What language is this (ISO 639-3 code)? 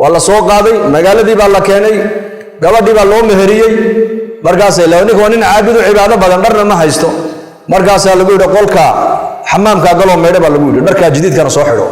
som